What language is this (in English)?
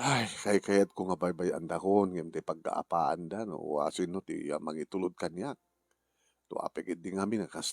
Iloko